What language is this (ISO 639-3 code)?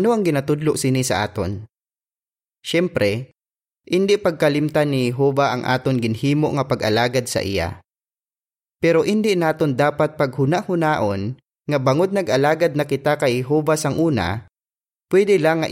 hil